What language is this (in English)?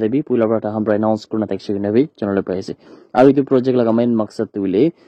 Naga Pidgin